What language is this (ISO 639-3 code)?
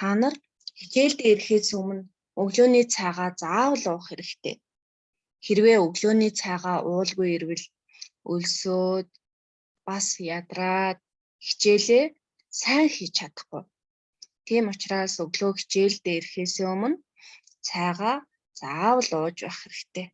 mon